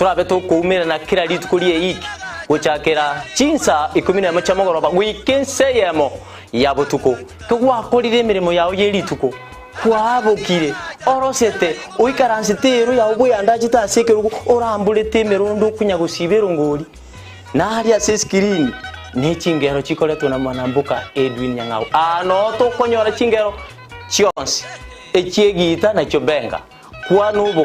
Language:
Gusii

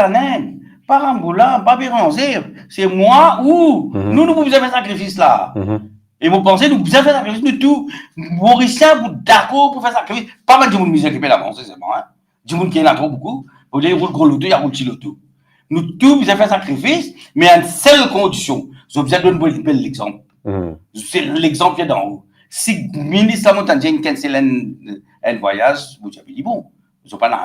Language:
Morisyen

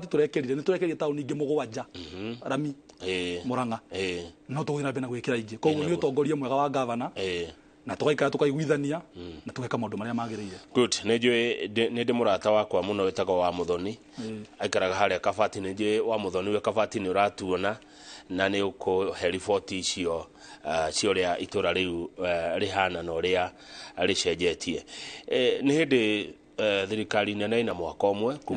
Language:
Kikuyu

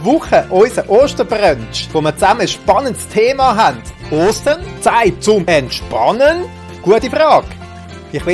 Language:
Swiss German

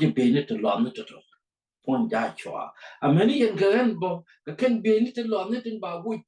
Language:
Nuer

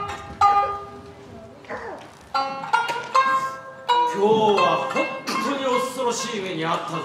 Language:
Japanese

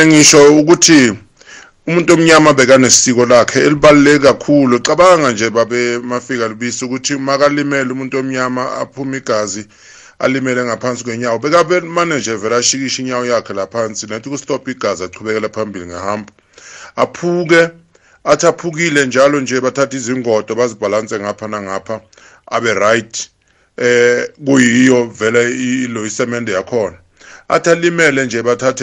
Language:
South Ndebele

